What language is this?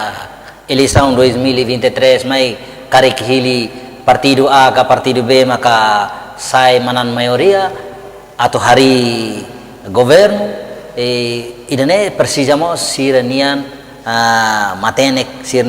Tetum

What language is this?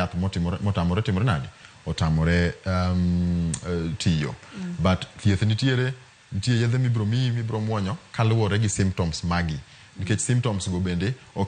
Luo (Kenya and Tanzania)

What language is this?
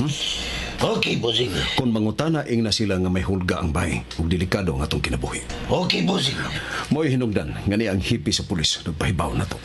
Cebuano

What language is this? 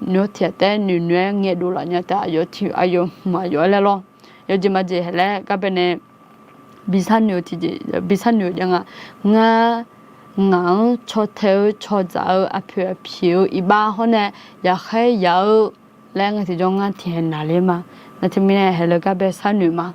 Akha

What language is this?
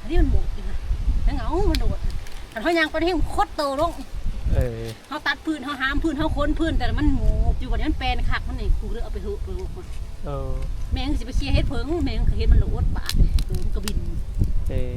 Northeastern Thai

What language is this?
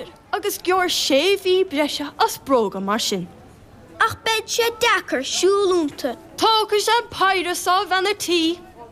Irish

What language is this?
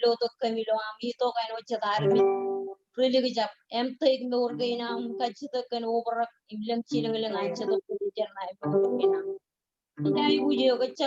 Marshallese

